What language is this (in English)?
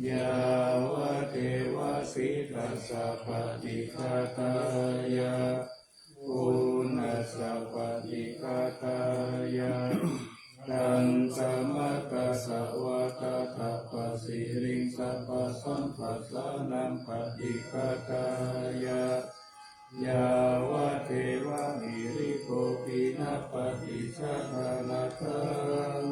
Pali